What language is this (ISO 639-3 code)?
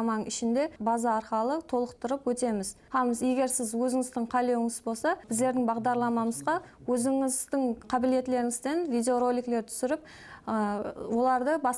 kaa